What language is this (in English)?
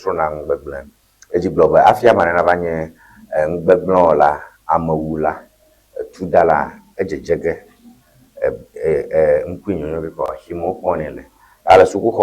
Ewe